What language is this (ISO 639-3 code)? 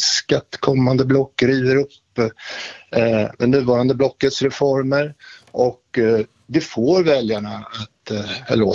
swe